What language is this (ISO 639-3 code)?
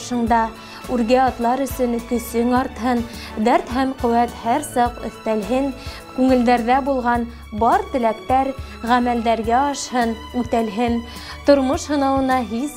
bak